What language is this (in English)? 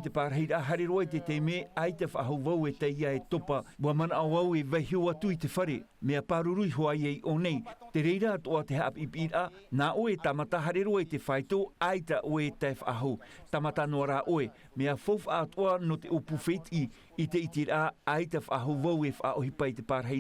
Tahitian